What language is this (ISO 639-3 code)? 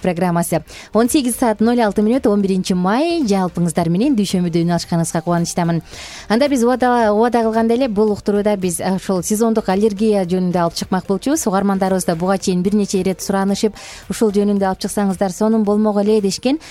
kir